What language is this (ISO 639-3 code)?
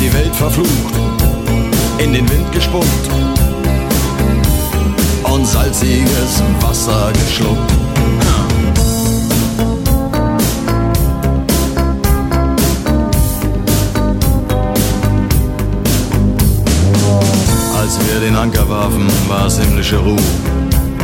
deu